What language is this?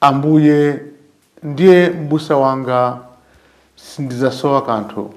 Nyanja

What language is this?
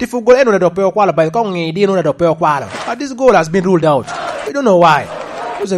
Lango (Uganda)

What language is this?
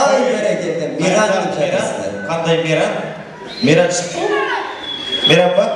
Kara-Kalpak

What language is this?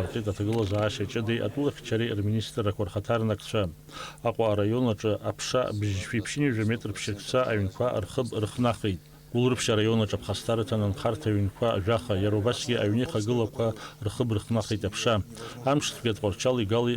Abkhazian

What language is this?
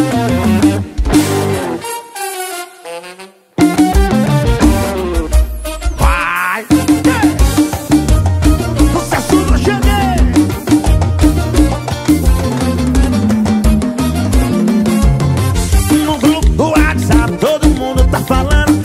Portuguese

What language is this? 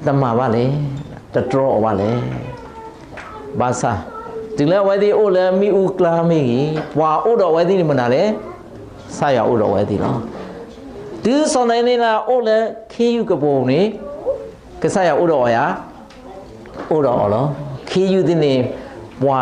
S'gaw Karen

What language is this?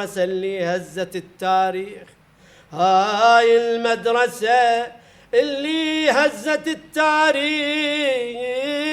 Mesopotamian Arabic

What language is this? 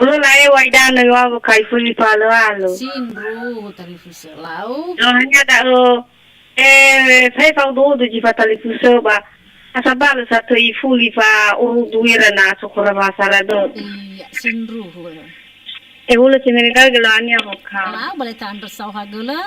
Nias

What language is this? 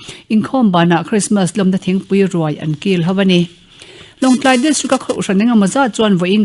Mizo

